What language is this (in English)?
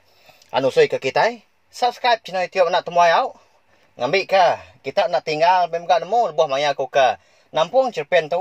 Iban